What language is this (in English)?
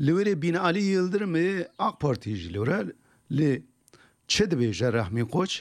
Kurdish